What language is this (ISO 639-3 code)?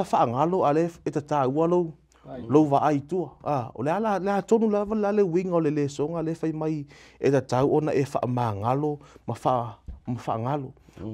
smo